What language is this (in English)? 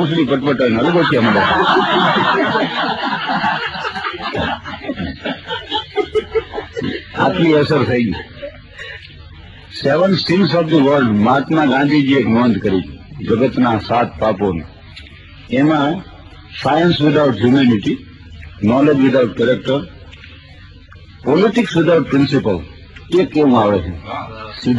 Gujarati